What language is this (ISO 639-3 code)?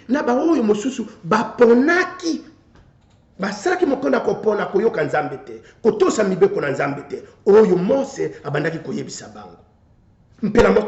lin